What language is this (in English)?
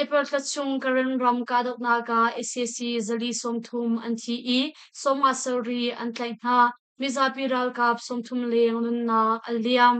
Hakha Chin